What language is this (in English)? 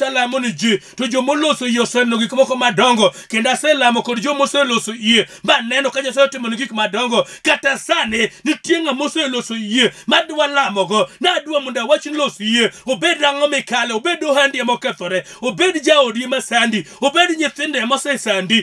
Luo (Kenya and Tanzania)